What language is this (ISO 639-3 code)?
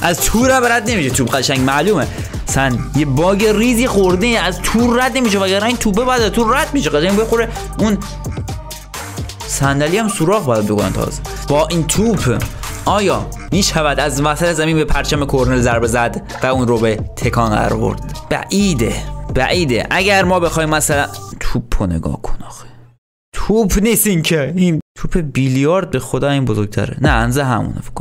fas